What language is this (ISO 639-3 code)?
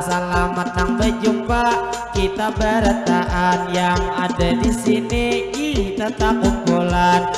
bjn